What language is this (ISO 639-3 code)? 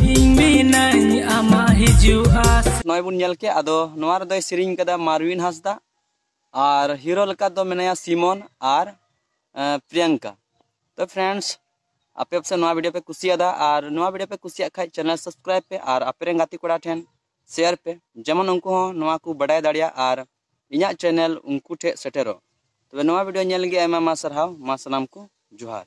sat